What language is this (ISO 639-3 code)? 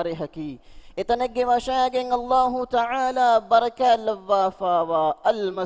div